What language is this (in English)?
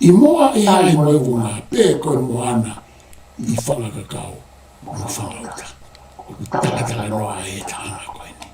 Tongan